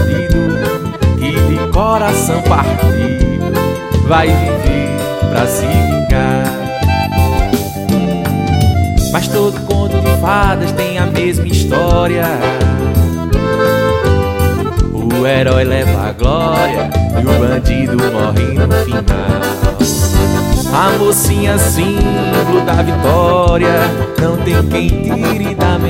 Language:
Portuguese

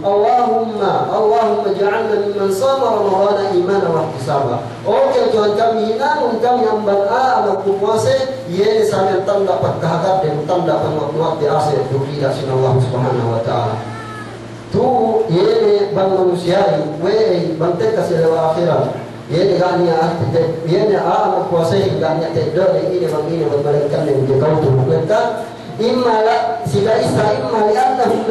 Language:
Yakan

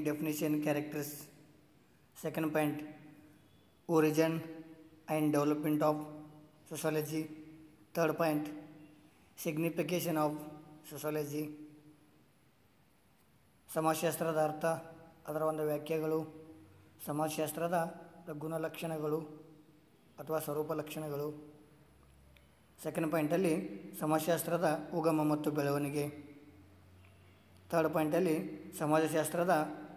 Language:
Kannada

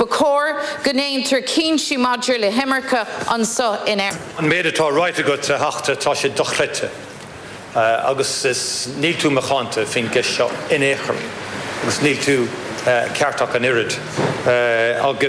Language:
Irish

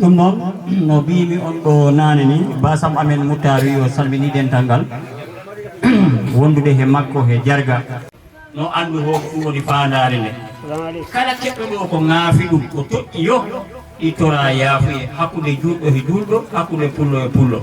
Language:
Fula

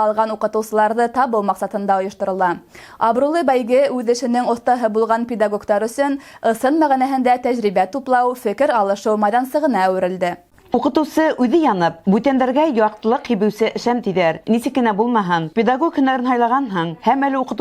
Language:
Bashkir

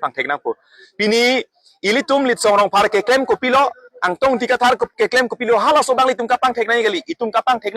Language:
Karbi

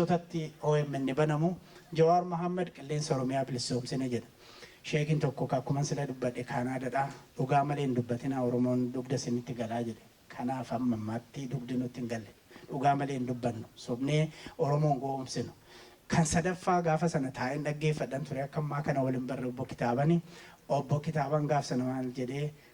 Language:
Oromo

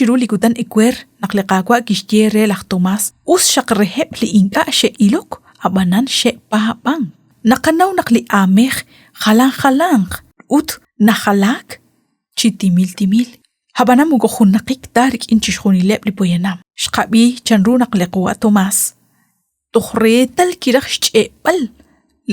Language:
Kekchí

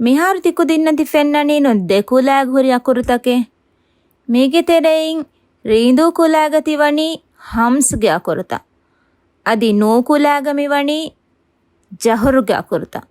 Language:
Divehi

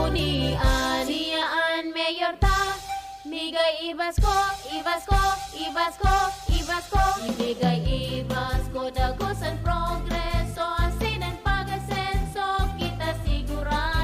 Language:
Bikol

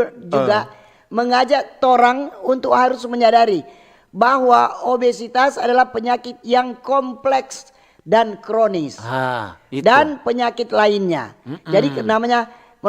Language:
Manado Malay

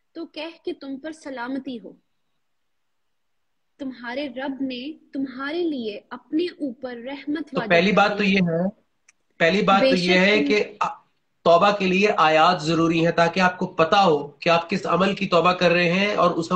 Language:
Urdu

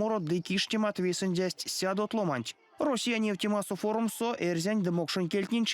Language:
Erzya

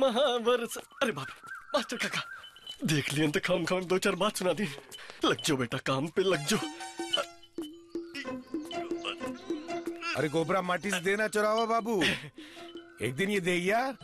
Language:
Bhojpuri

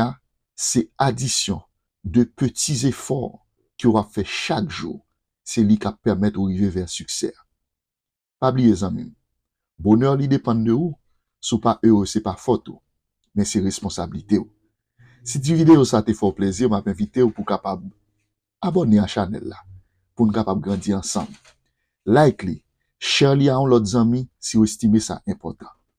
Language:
Haitian Creole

